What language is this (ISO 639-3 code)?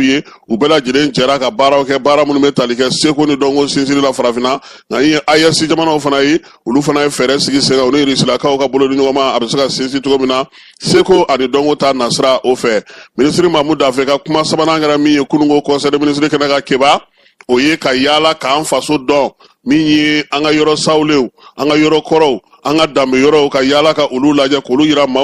bam